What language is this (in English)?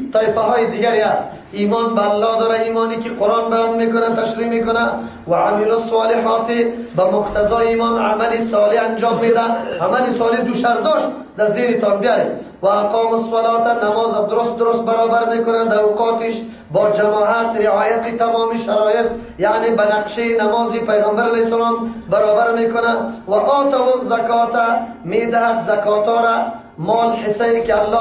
Persian